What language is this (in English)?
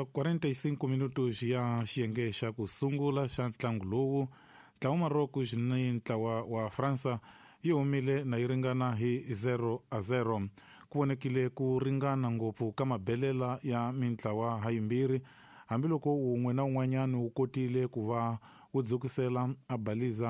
Tsonga